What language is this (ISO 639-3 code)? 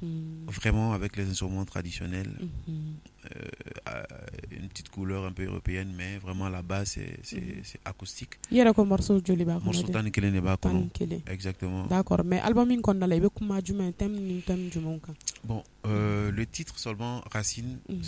bam